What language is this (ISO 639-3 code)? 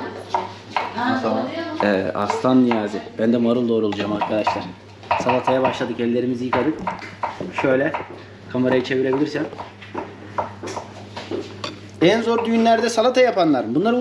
tur